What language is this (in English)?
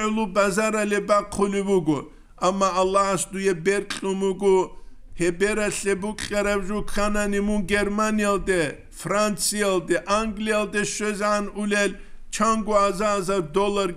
Avaric